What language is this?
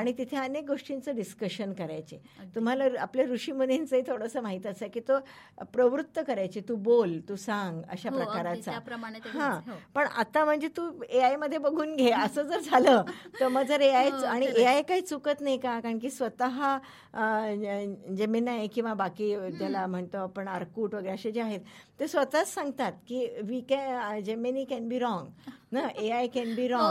Marathi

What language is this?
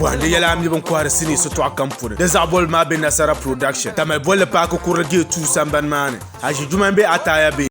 Dagbani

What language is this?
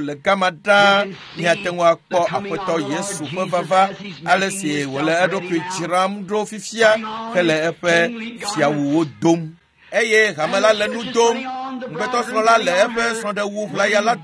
Ewe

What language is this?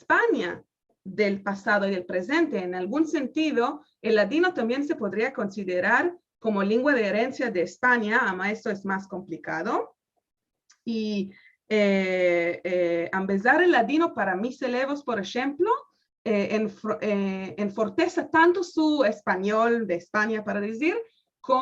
Ladino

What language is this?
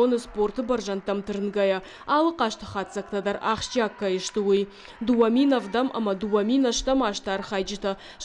Ossetic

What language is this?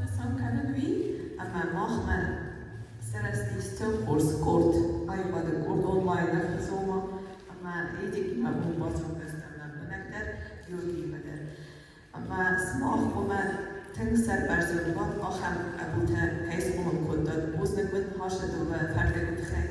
Ossetic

